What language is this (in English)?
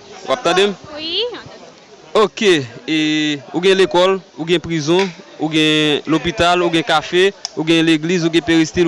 Haitian Creole